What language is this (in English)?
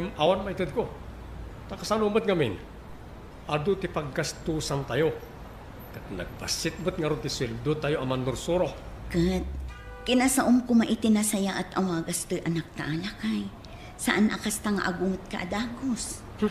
Iloko